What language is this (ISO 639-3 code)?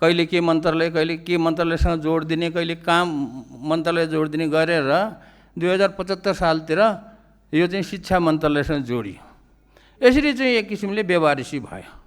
nep